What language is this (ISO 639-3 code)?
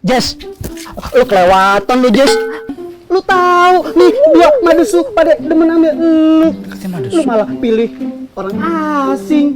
bew